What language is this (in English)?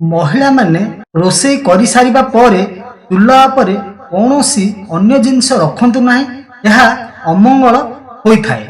Odia